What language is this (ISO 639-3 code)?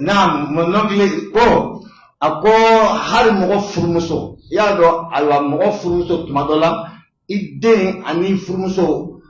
bam